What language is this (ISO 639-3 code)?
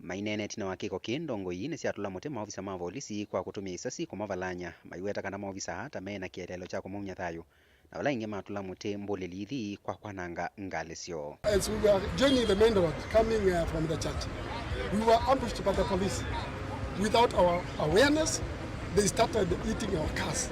kam